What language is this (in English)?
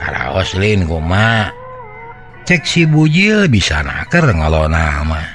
Sundanese